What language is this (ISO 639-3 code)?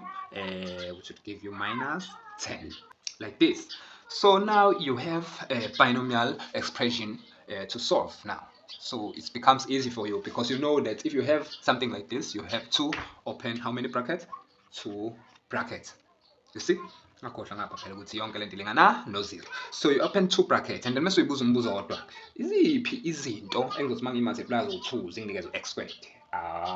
zul